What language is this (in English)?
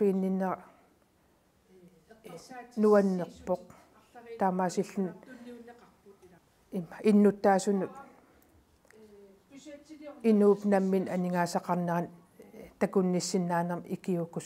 Kalaallisut